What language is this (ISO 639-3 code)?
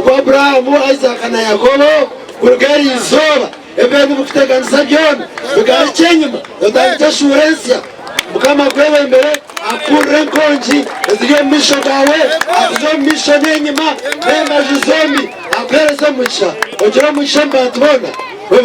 nyn